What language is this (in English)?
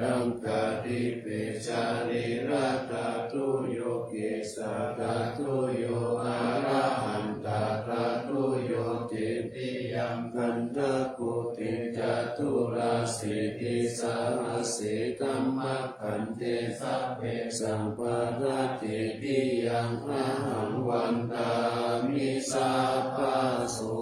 Pali